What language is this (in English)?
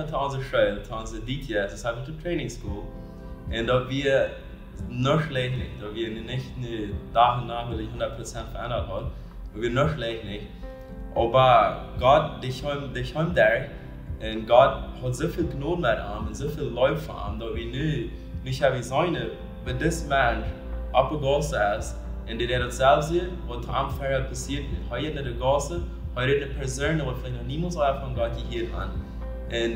Plautdietsch